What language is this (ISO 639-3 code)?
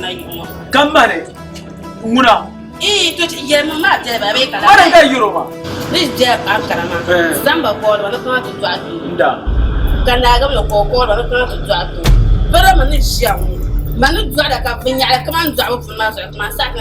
dag